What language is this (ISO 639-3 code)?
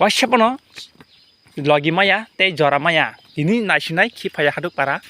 trp